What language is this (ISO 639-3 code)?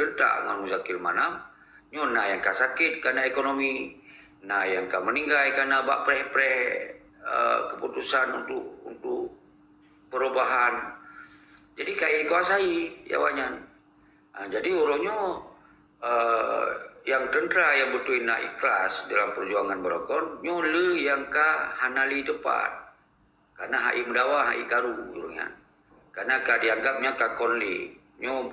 ace